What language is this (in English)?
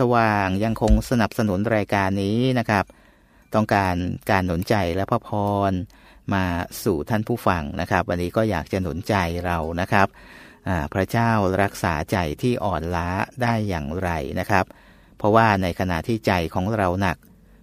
Thai